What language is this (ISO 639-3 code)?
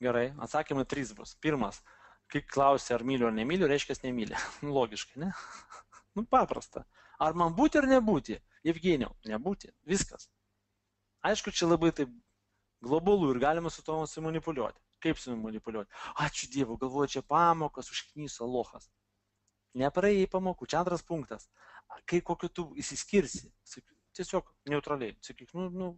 lit